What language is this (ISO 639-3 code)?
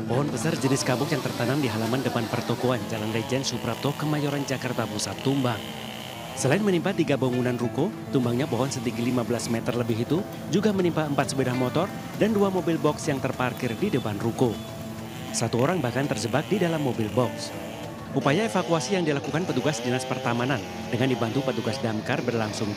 ind